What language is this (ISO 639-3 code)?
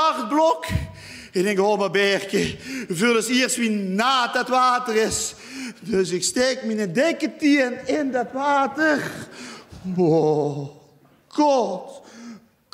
lim